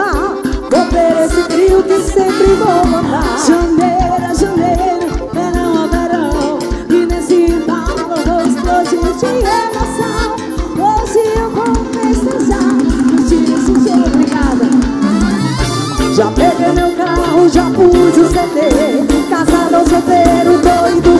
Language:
Portuguese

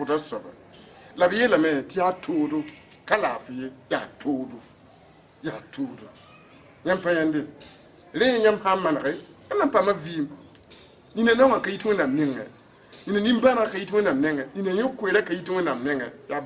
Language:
Mossi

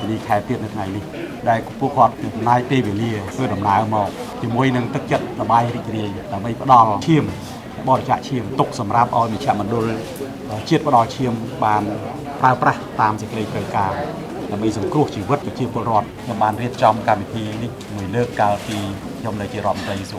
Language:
Khmer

